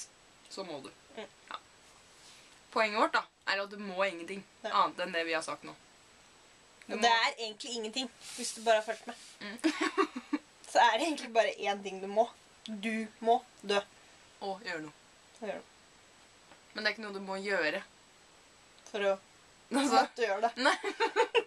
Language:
Norwegian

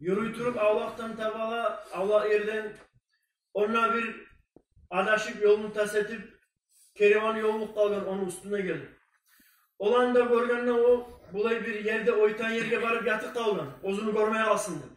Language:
Kumyk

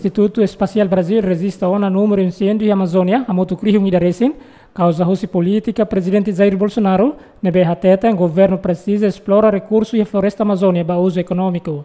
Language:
Tetum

